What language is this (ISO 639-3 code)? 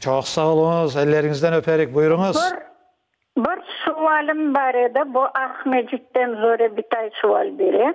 crh